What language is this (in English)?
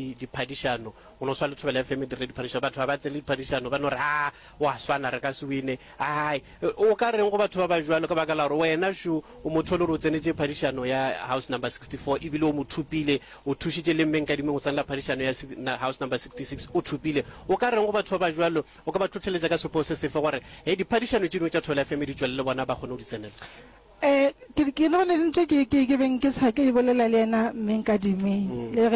Northern Sotho